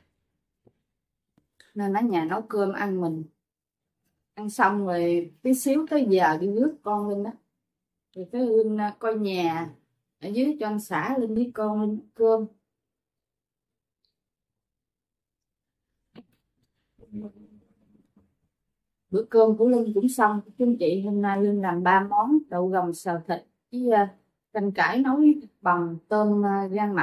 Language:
Vietnamese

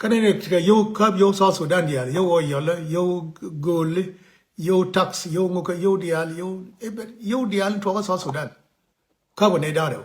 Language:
Nuer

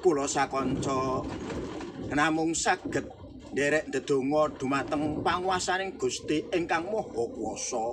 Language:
Javanese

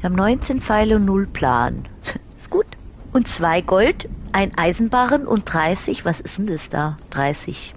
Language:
Swiss German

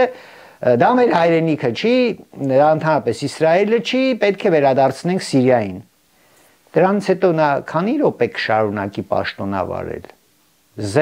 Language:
Armenian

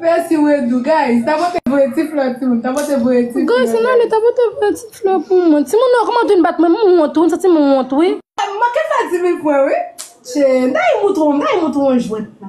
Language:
Haitian Creole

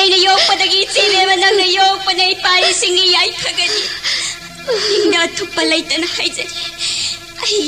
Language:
Manipuri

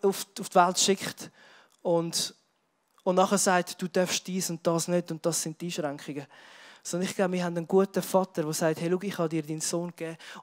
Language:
Swiss German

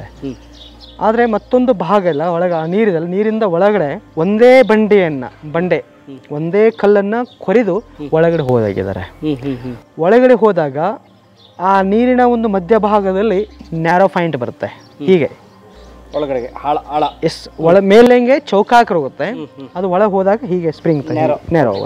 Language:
Kannada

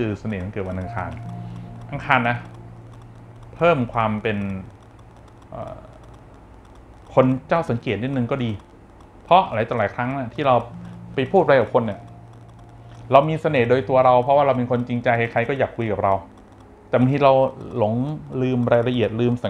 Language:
Thai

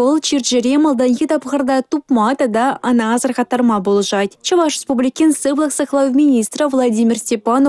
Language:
Chuvash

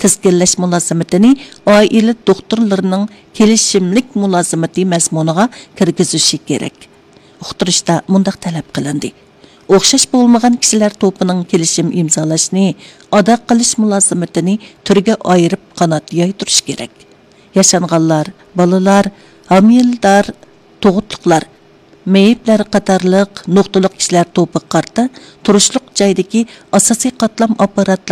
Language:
Uyghur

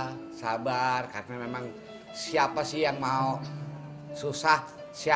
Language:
Betawi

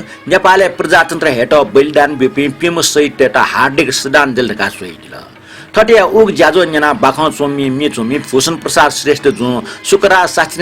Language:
Newari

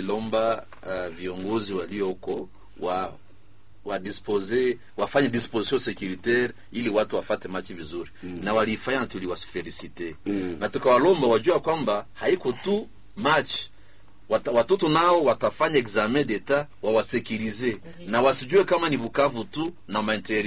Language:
Swahili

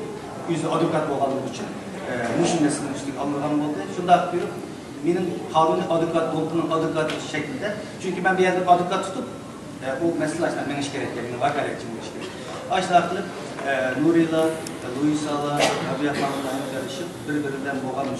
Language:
Uyghur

